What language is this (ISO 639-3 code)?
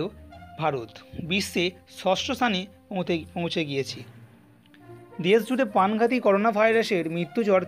ben